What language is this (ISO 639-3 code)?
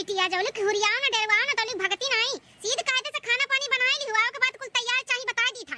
awa